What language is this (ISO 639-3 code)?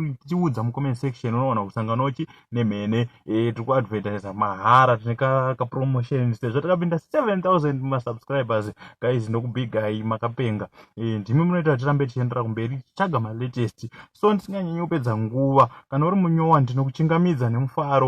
sna